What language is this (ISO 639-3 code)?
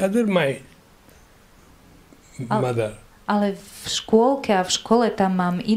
slk